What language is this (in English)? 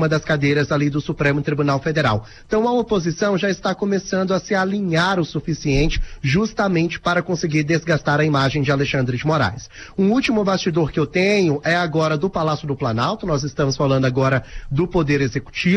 Portuguese